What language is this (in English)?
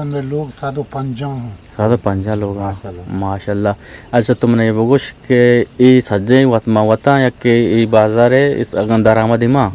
Eastern Balochi